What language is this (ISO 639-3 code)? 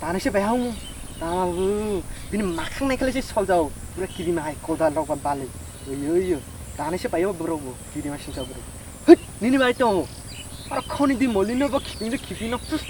trp